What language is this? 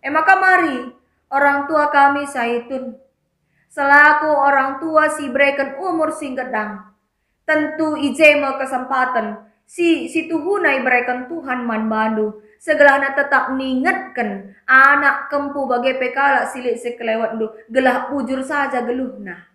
Batak Karo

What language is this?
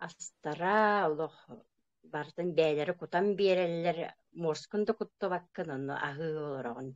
Yakut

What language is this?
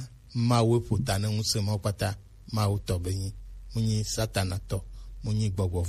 Gen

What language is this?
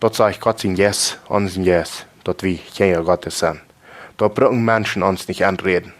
Plautdietsch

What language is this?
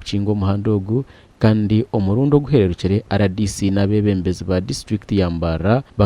Nyankole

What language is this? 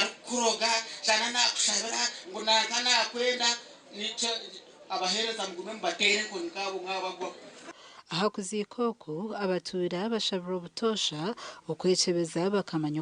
Nyankole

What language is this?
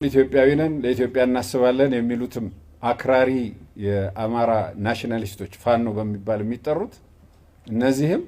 Amharic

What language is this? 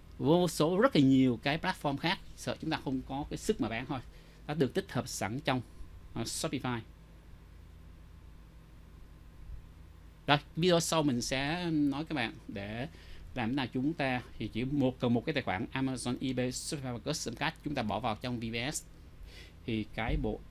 Vietnamese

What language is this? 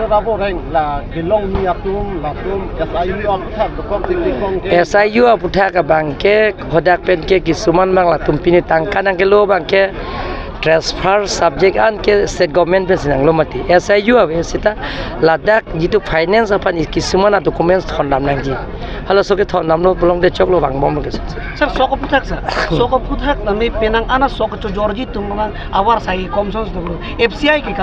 Karbi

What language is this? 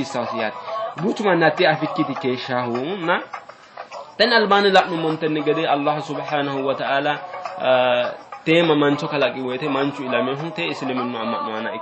Sidamo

